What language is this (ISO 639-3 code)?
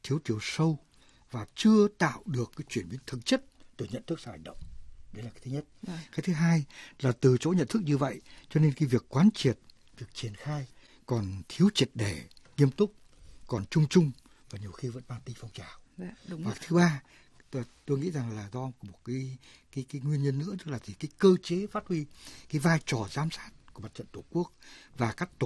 vie